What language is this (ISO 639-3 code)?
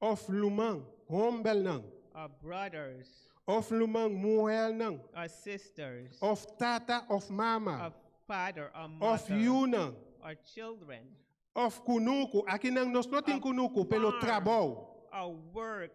pap